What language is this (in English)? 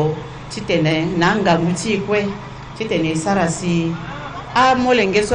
Sango